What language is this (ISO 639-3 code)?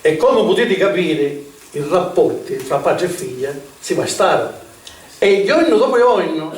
scn